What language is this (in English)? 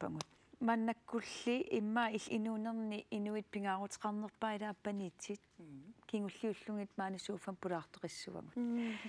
Kalaallisut